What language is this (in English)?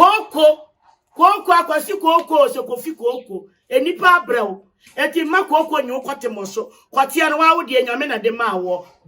Akan